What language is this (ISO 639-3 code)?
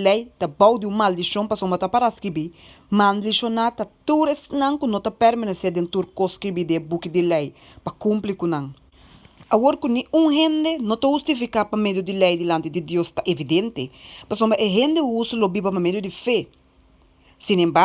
pap